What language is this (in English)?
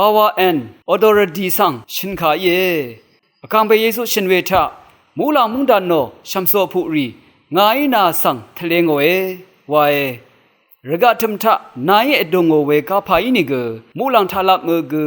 Rawang